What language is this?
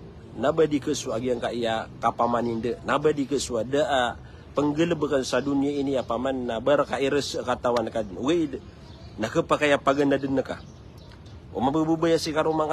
Maranao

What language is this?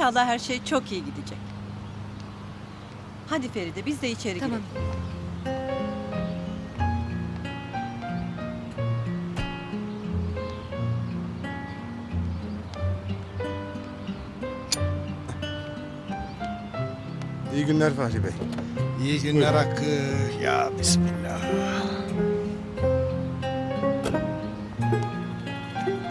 Turkish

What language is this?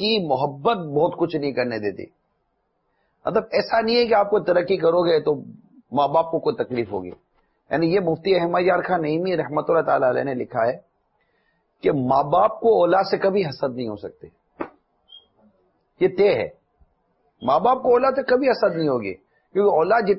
Urdu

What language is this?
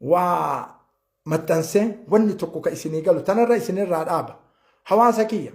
Oromo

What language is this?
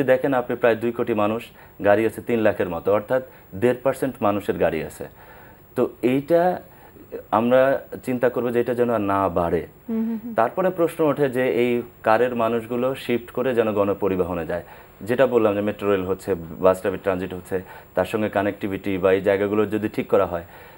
Bangla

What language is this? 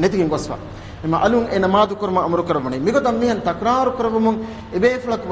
Divehi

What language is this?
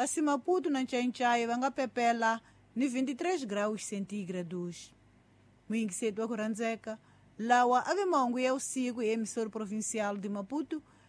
Tsonga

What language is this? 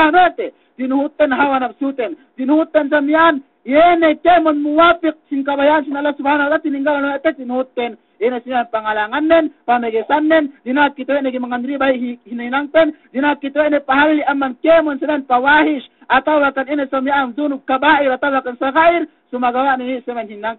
Yakan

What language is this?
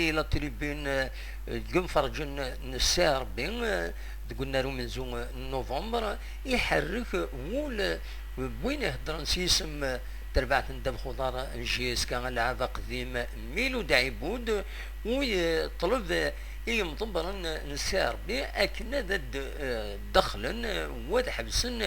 Kabyle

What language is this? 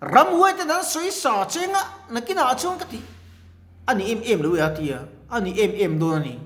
Mizo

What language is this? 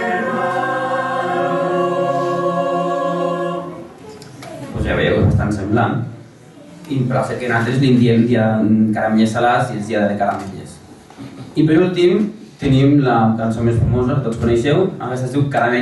Catalan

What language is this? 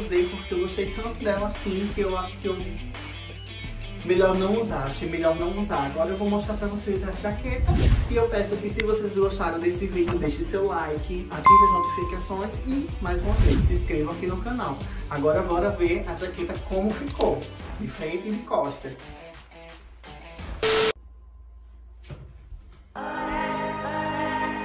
Portuguese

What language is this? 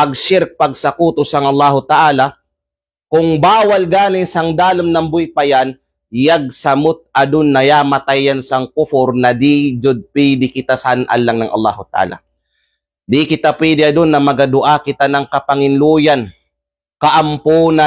Kalagan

